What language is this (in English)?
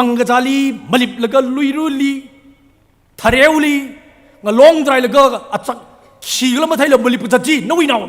Tangkhul Naga (India)